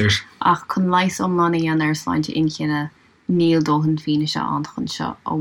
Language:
Irish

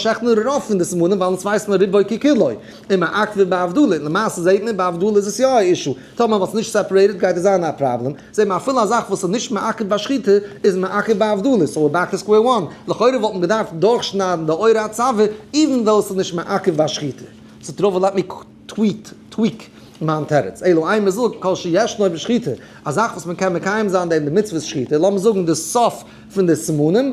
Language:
Yiddish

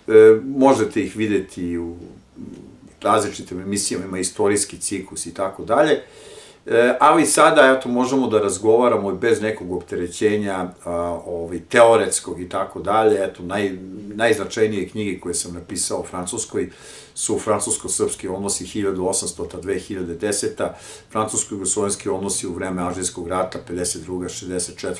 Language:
Serbian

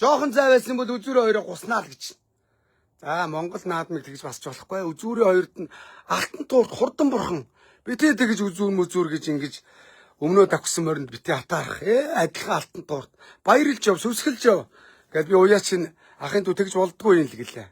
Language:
Mongolian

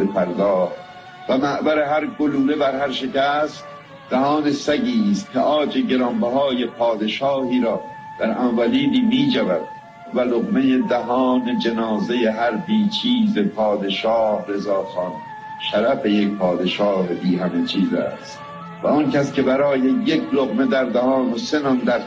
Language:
Persian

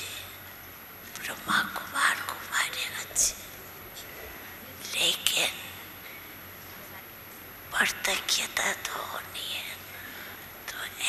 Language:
Hindi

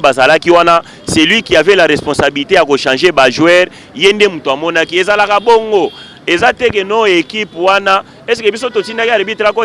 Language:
Lingala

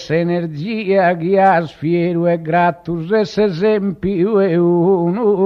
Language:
Sardinian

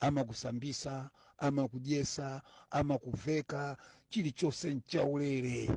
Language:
Nyanja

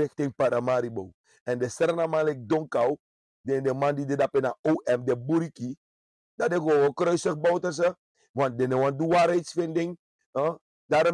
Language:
Sranan Tongo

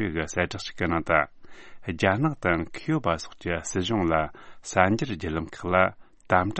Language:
Tibetan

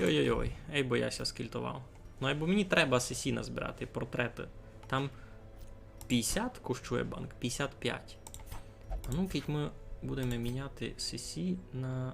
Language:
Rusyn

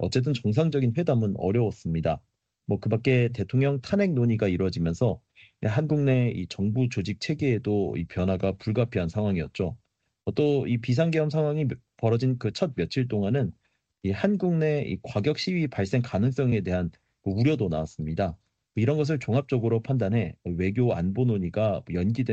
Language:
Korean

